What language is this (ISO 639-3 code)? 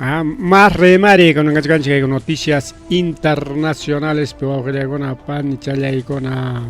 quy